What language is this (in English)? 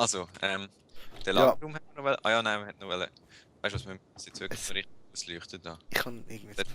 Swiss German